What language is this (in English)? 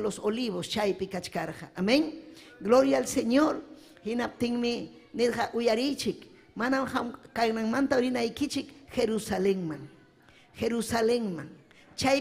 Ayacucho Quechua